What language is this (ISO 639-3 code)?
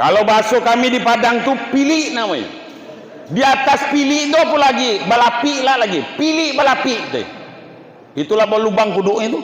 min